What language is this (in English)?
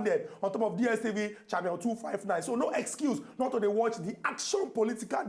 Nigerian Pidgin